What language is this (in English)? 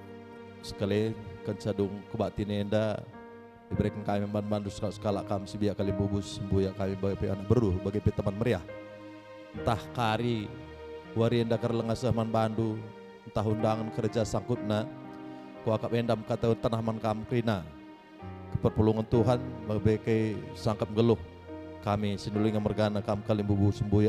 Batak Karo